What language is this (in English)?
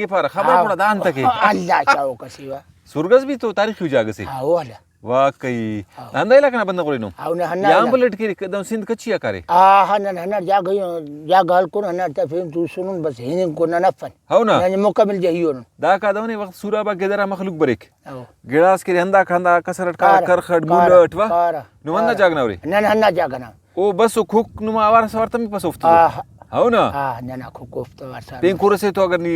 Brahui